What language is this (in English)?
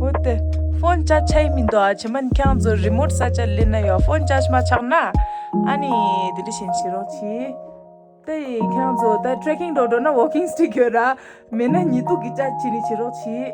Tibetan